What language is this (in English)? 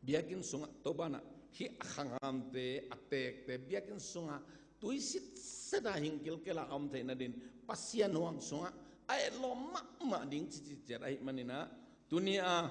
Tedim Chin